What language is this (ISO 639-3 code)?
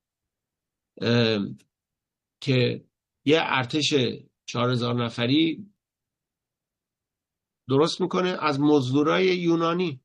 fas